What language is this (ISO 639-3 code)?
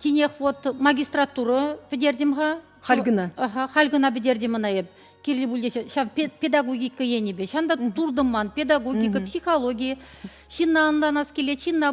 chv